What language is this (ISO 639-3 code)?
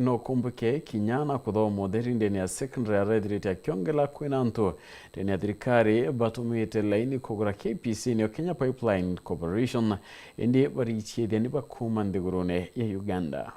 mer